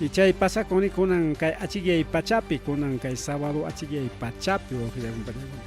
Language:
Ayacucho Quechua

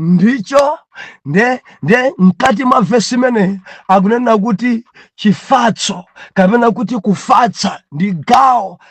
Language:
Nyanja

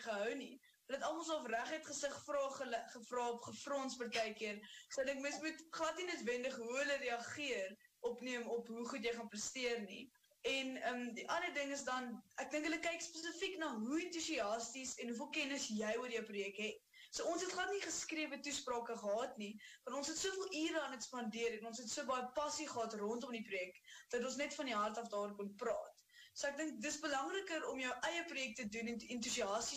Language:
Afrikaans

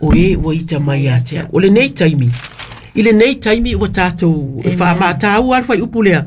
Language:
Samoan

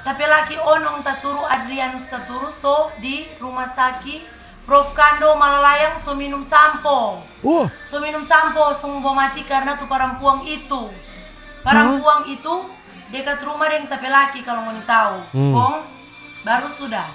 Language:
Manado Malay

